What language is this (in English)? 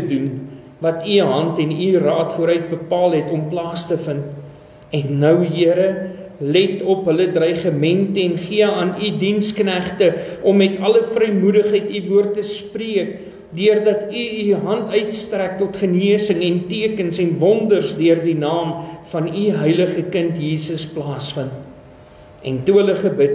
Afrikaans